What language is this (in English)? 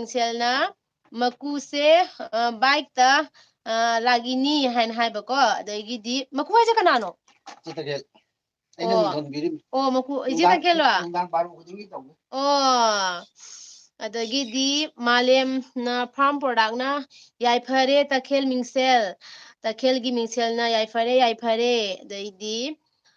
Manipuri